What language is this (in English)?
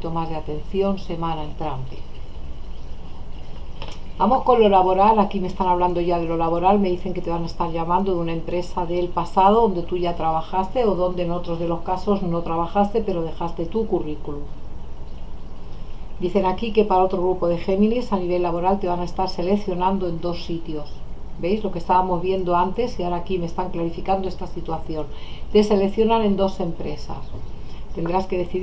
Spanish